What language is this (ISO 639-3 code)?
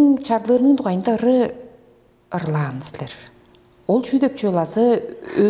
tyv